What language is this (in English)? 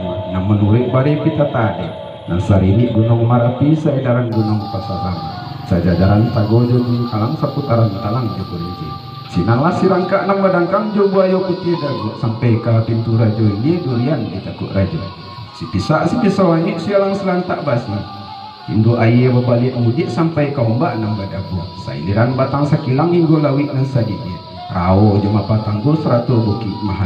Minangkabau